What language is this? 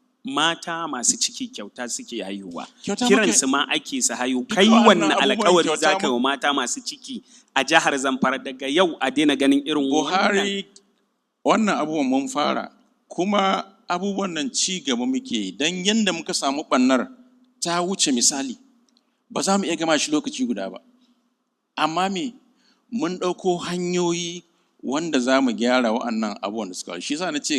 Hausa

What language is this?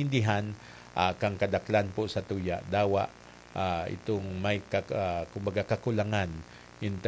Bikol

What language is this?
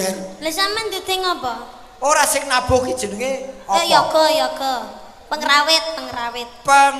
Javanese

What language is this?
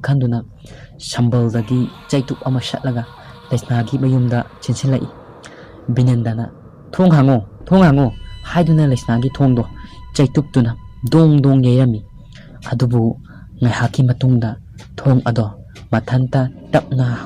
Manipuri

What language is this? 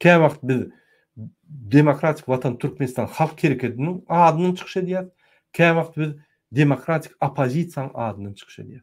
Turkmen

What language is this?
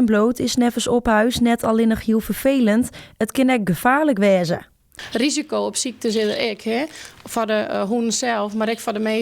Western Frisian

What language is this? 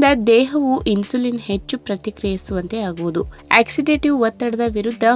Kannada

